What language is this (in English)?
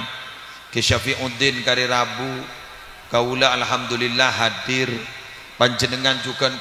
Madurese